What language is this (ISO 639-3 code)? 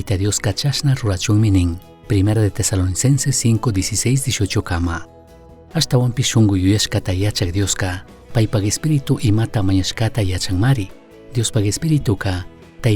qug